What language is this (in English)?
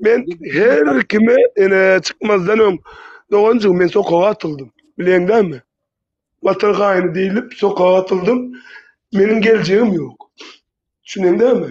Turkmen